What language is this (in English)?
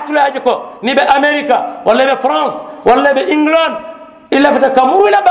Mandingo